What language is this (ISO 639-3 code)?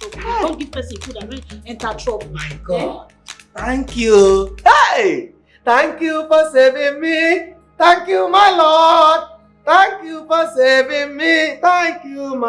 pcm